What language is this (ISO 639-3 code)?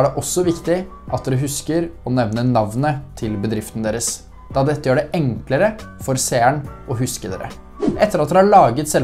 nor